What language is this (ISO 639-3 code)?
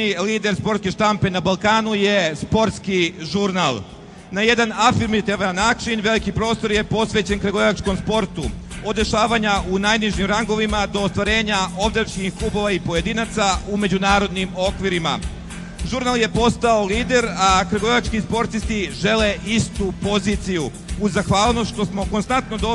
srp